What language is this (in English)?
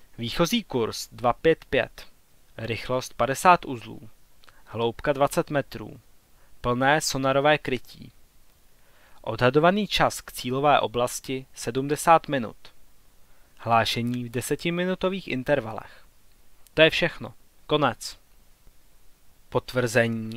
Czech